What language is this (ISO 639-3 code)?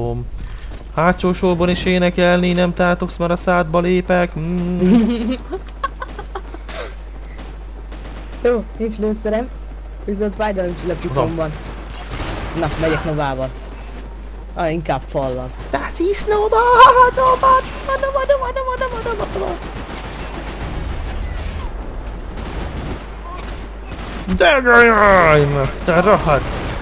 hun